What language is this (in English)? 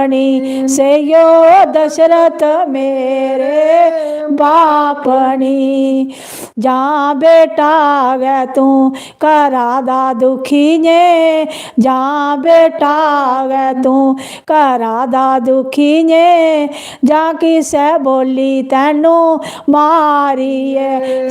Dogri